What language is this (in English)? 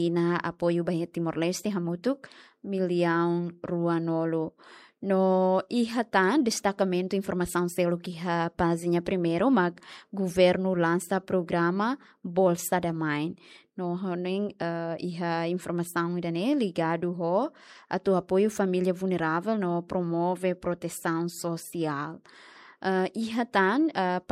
Tetum